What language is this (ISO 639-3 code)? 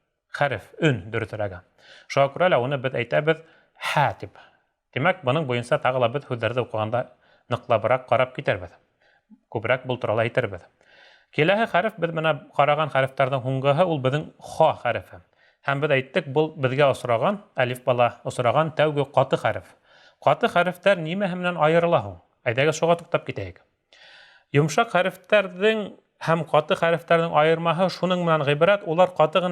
bak